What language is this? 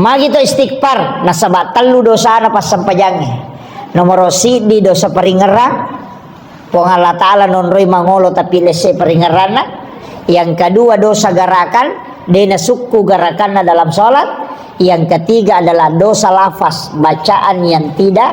Buginese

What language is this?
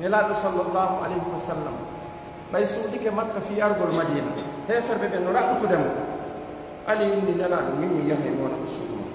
Pular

